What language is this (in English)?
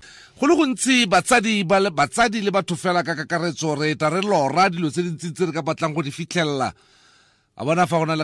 Tswana